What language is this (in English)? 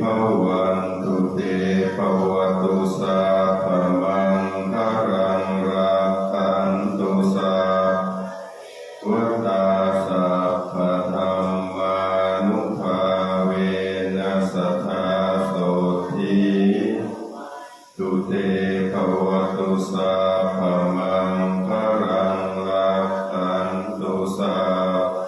Pali